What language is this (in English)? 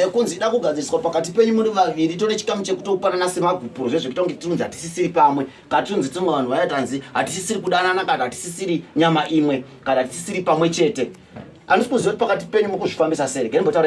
Shona